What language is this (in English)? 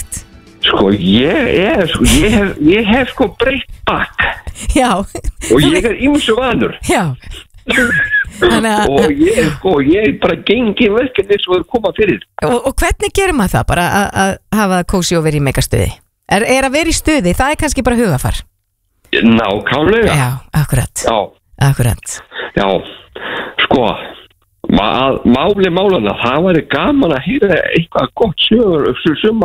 Icelandic